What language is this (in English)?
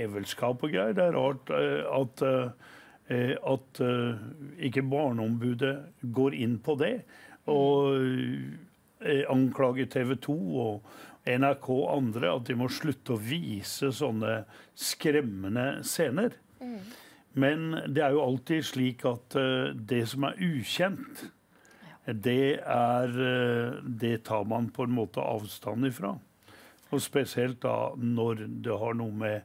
Norwegian